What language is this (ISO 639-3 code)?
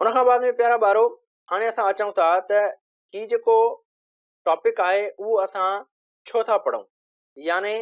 snd